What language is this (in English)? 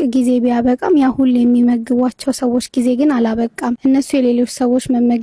Amharic